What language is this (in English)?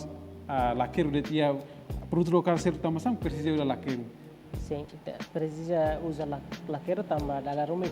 Tetum